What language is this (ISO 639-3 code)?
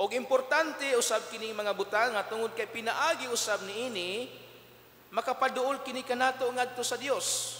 ceb